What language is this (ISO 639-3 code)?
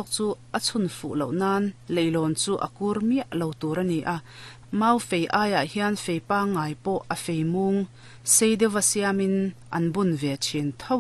lus